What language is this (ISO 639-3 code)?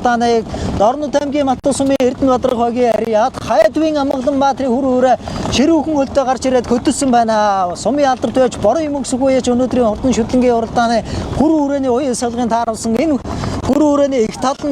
mon